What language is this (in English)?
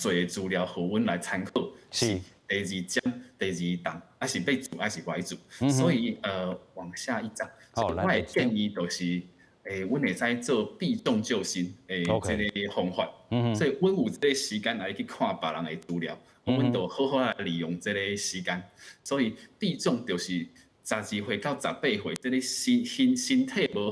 Min Nan Chinese